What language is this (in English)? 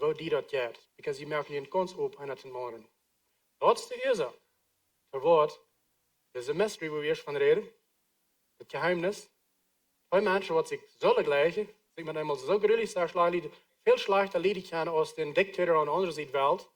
Plautdietsch